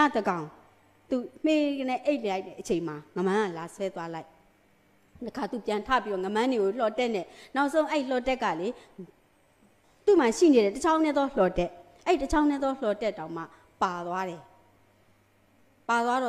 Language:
Burmese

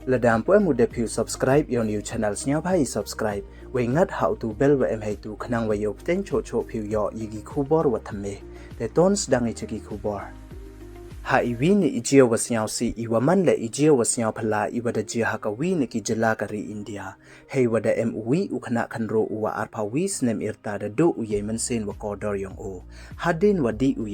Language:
Pnar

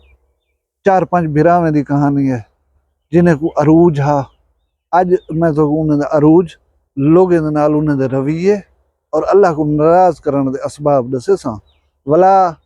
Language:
Saraiki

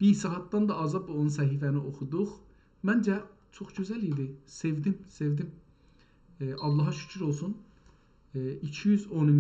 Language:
South Azerbaijani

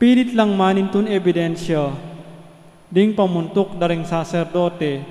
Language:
Pampanga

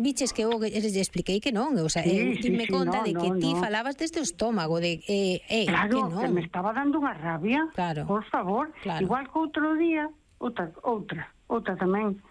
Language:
Galician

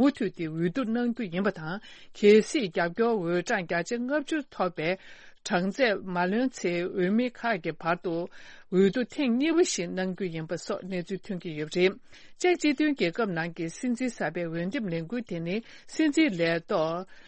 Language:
Tibetan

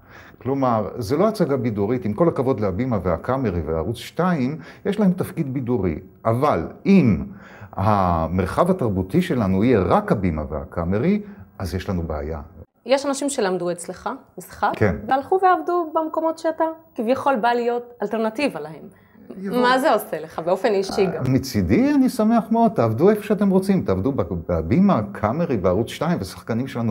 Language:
Hebrew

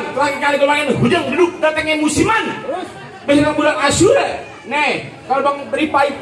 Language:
Betawi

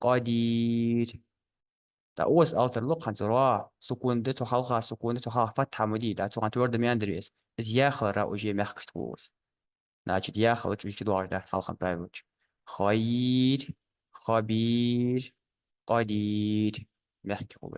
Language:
Ingush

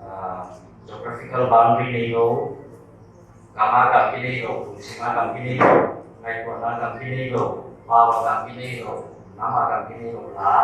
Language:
Paite Chin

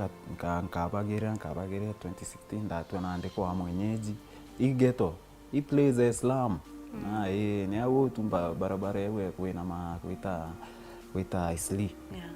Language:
Meru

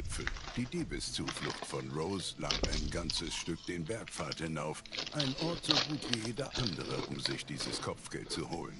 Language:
Swiss German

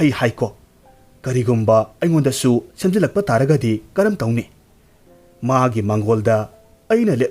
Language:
Manipuri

